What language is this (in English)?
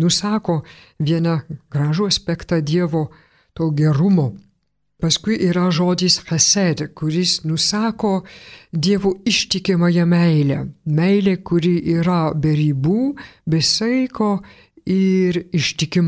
Lithuanian